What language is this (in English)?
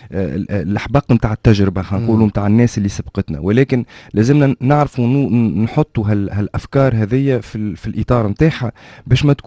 Tunisian Arabic